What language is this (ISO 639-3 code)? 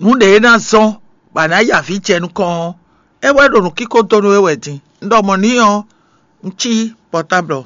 fon